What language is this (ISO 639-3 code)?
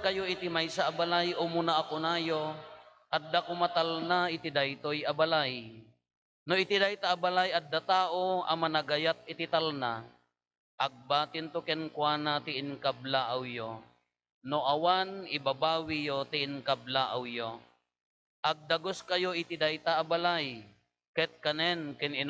ilo